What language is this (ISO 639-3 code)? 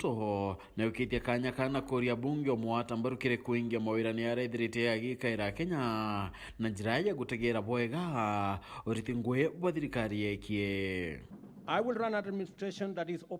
mer